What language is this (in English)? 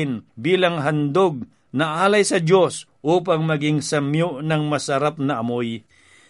Filipino